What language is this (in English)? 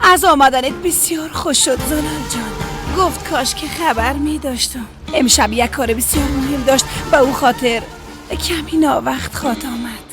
Persian